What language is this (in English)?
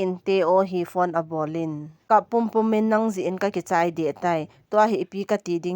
Thado Chin